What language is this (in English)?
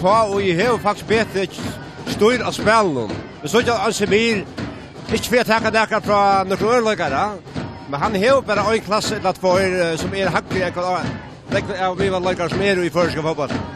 Faroese